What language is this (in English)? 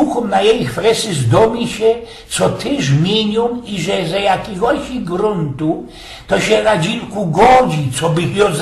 Silesian